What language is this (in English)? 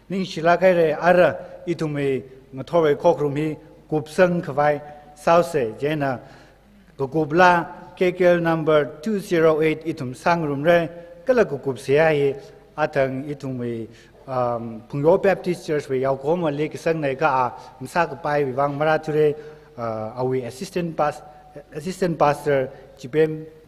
Tangkhul Naga (India)